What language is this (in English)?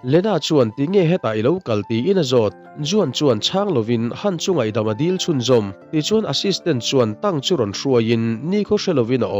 Mizo